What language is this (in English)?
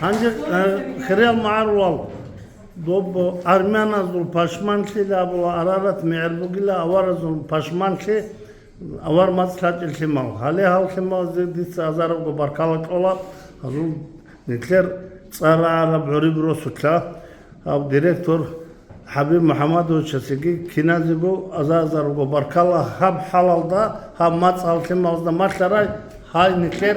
Avaric